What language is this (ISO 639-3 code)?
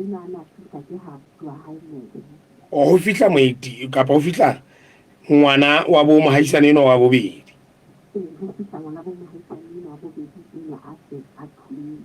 sot